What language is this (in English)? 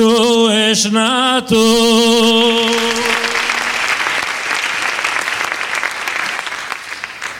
Basque